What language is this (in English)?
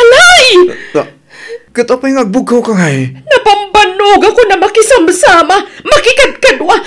Iloko